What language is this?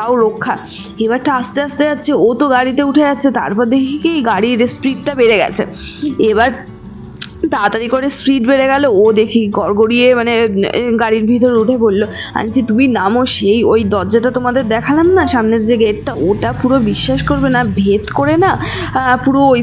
Bangla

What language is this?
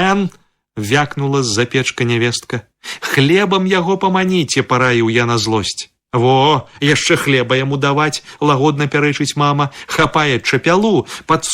Belarusian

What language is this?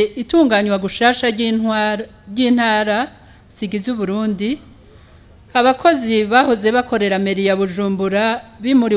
Rundi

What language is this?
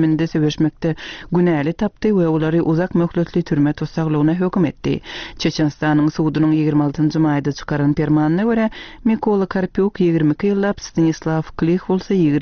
Turkmen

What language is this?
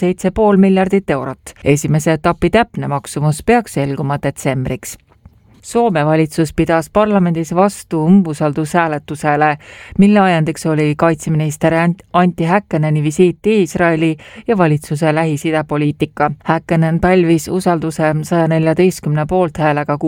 Estonian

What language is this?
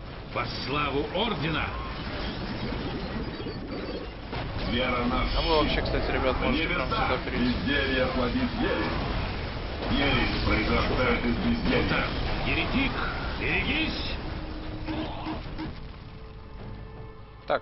Russian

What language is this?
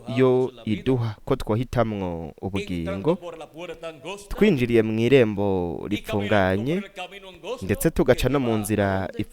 Rundi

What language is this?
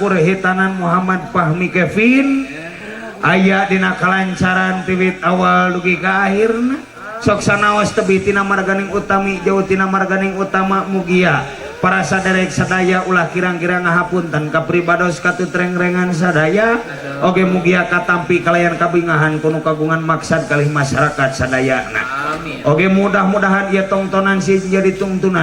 Sundanese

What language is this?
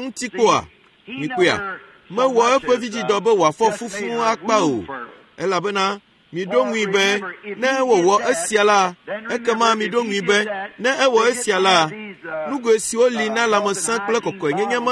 Ewe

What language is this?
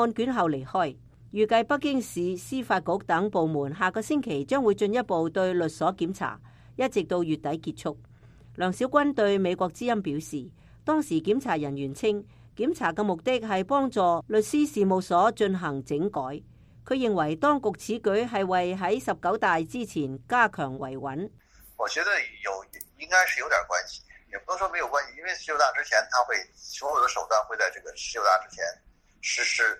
Cantonese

